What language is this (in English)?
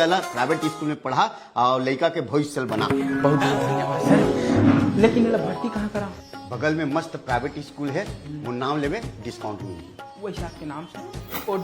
Chhattisgarhi